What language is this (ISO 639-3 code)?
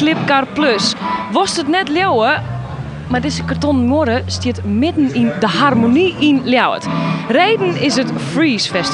fry